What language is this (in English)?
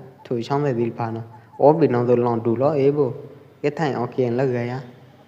Pwo Eastern Karen